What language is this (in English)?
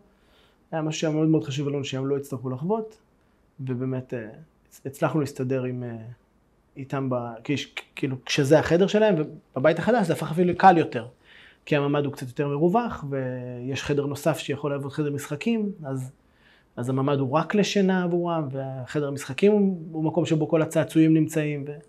Hebrew